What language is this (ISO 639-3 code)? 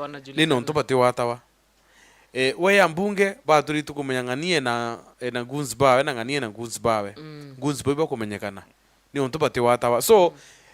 mer